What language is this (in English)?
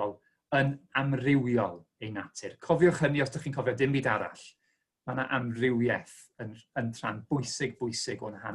Welsh